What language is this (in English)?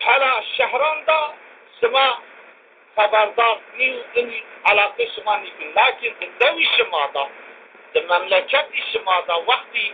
Zaza